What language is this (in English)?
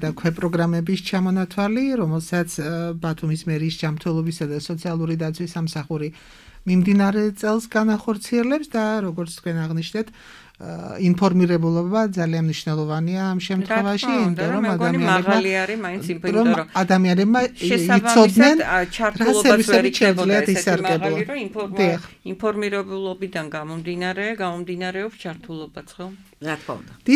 Georgian